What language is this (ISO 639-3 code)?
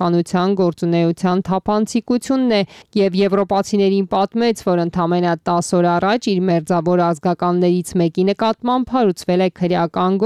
hye